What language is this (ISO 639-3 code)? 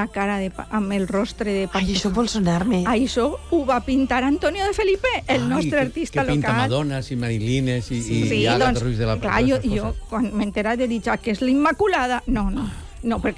cat